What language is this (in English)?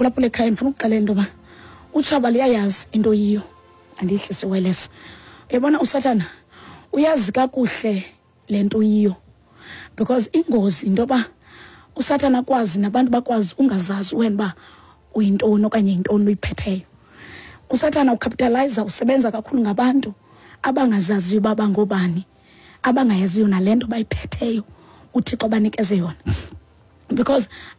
Xhosa